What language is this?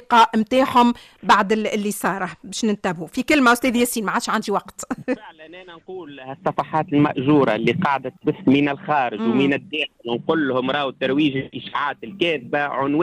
Tunisian Arabic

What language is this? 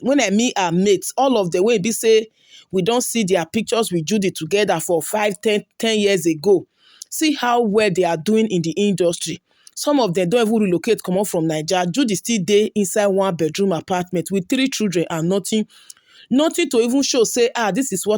Nigerian Pidgin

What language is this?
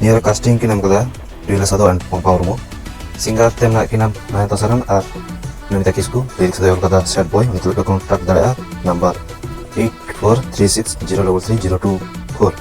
Santali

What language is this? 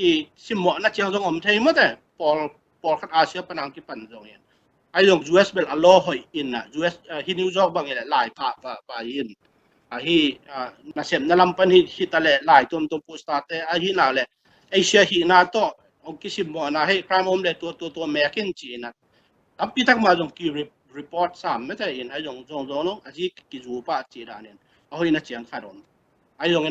Tedim Chin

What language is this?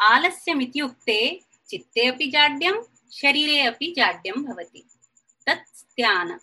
Sanskrit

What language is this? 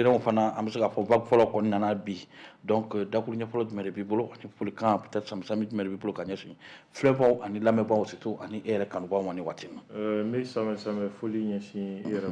Bambara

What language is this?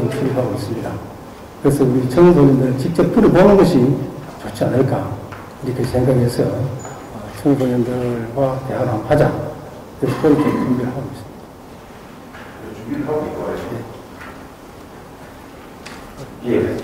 Korean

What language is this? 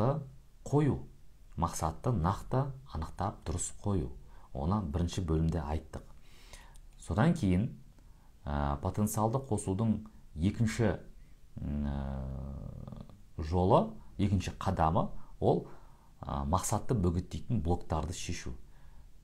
Kazakh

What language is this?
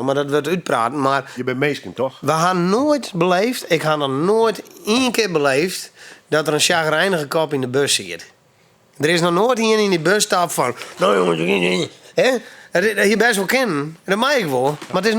Western Frisian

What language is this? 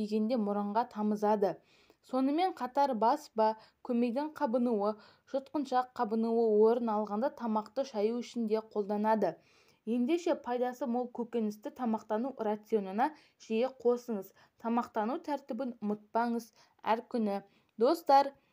Kazakh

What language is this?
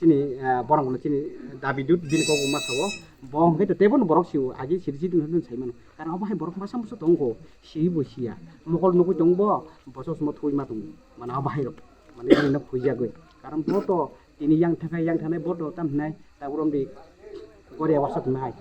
Kok Borok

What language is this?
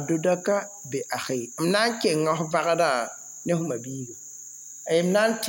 Mossi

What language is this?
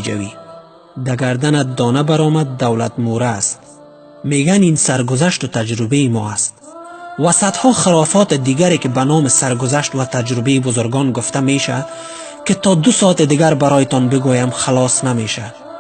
Tajik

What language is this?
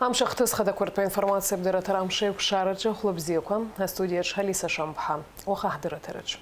Abkhazian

